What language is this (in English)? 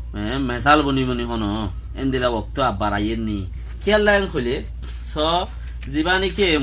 Rohingya